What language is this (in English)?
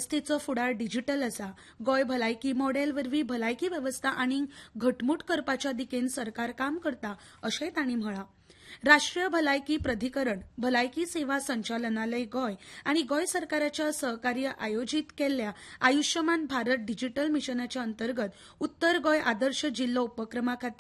Konkani